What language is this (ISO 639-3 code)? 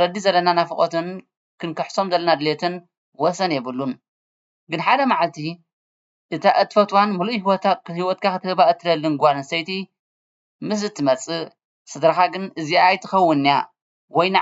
tir